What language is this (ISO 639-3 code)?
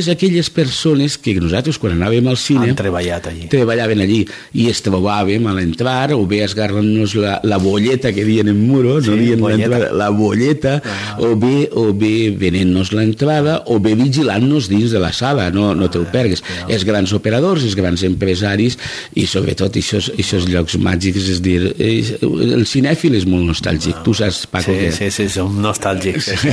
cat